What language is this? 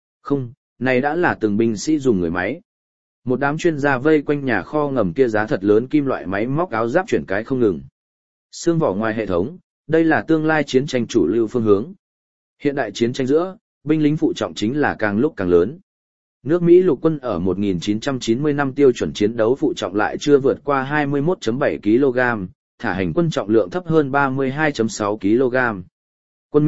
Vietnamese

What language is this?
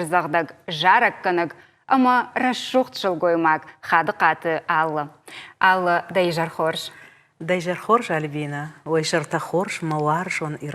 Ossetic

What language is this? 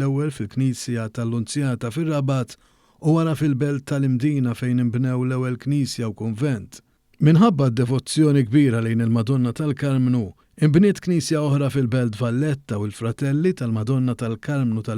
Maltese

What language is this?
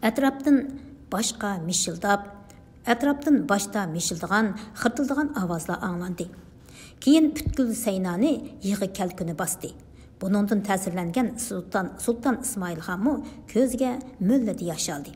Uyghur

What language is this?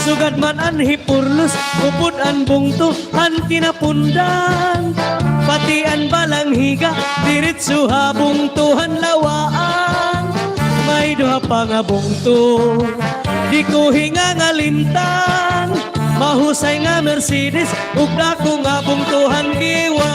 Waray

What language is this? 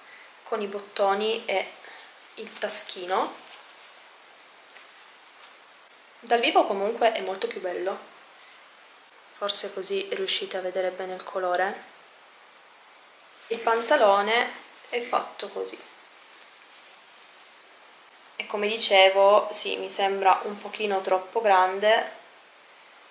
Italian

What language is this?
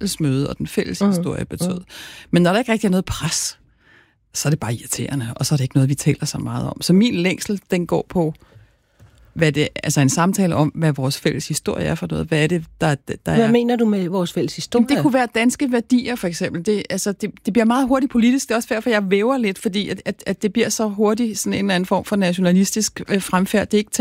Danish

